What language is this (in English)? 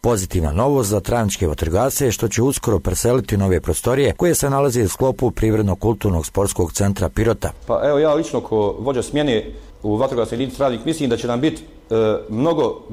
Bosnian